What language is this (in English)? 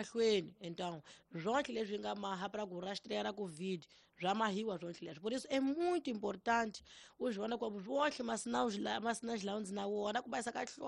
Tsonga